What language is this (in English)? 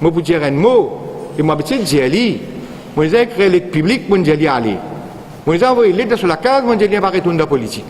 Morisyen